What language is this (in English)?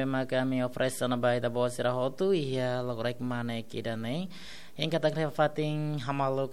Tetum